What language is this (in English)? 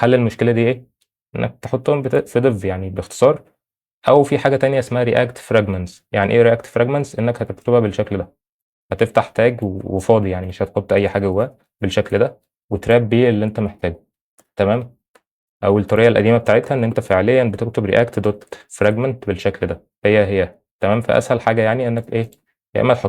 Egyptian Arabic